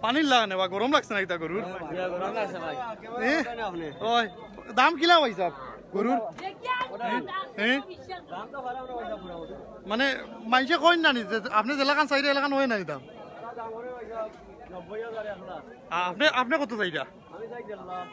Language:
Sylheti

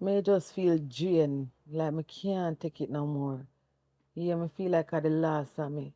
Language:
Jamaican Creole English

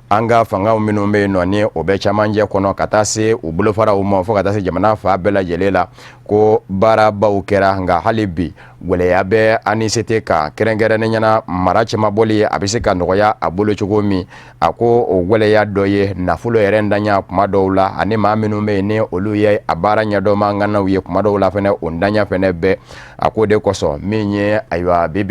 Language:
Bambara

